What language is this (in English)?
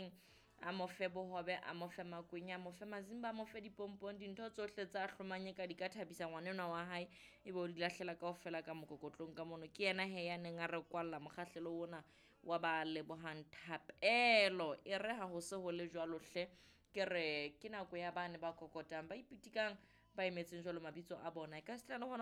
Southern Sotho